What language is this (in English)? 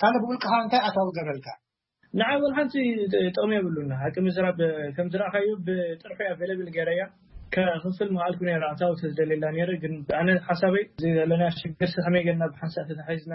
Tigrinya